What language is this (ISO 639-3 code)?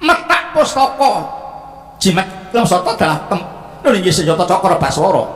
jav